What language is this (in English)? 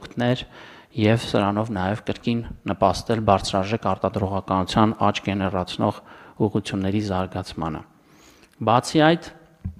Armenian